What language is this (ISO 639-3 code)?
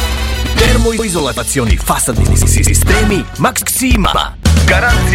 srp